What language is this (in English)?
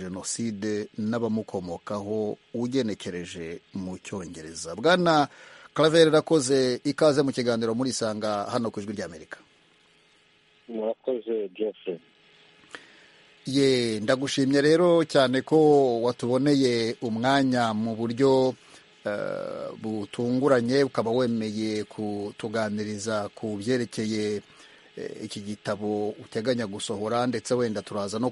Kinyarwanda